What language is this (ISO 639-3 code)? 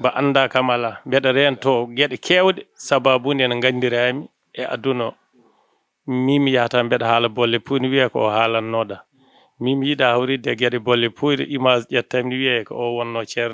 ful